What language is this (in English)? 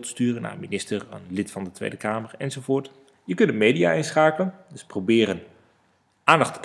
Dutch